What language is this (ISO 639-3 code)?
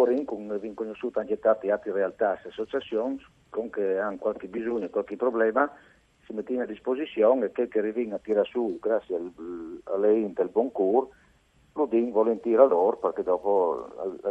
fur